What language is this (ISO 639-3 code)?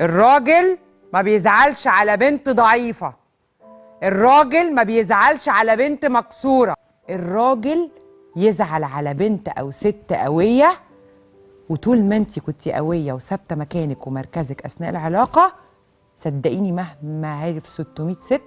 arz